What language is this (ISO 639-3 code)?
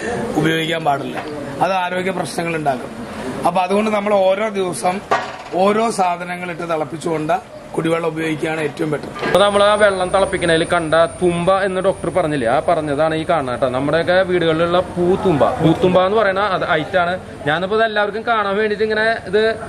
mal